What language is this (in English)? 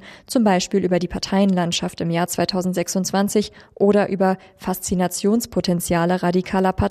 German